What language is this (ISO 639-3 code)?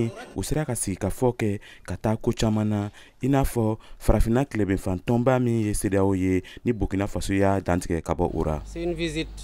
bam